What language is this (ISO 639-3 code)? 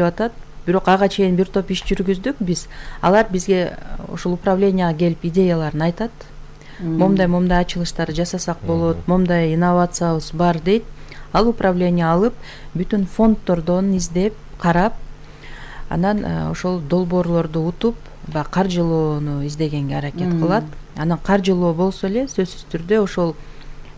kir